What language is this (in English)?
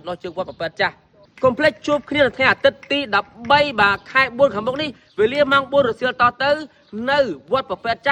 Khmer